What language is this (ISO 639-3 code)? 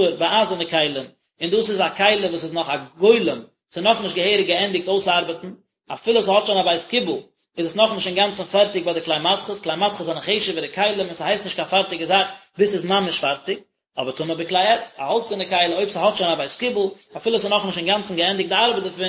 yid